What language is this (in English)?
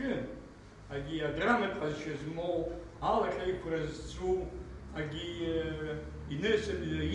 Abkhazian